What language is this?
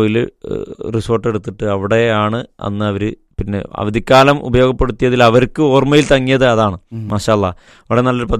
Malayalam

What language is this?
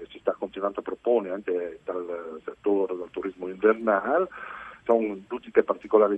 Friulian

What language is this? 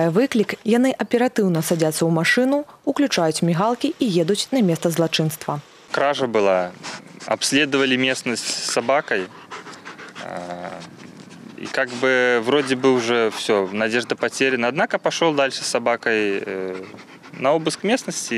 Belarusian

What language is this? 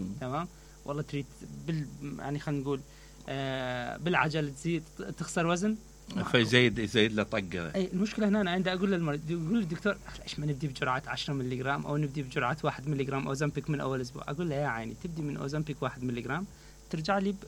Mesopotamian Arabic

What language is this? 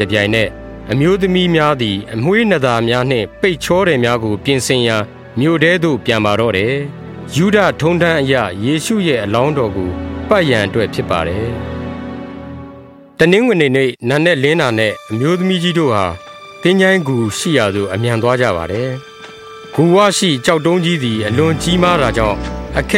Burmese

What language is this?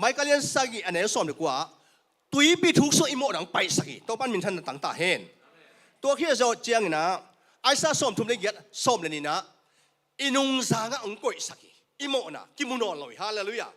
Tedim Chin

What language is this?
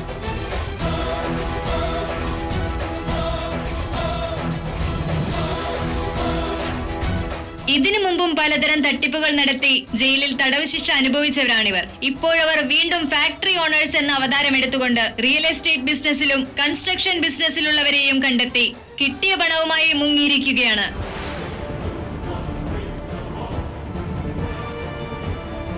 Malayalam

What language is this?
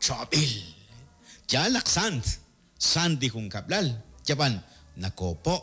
Kekchí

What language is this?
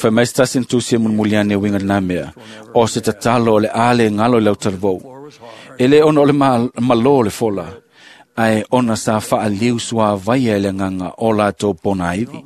Samoan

